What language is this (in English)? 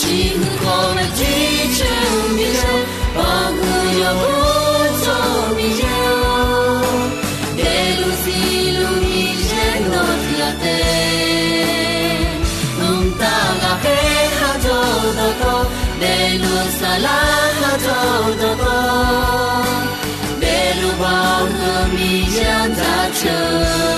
Akha